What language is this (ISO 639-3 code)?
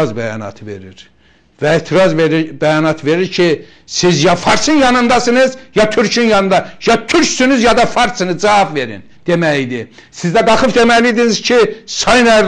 aze